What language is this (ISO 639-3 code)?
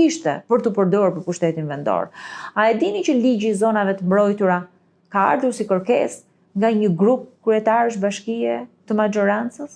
sqi